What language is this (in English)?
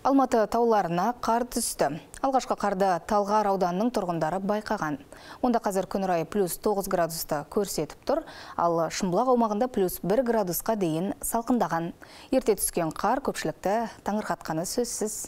Kazakh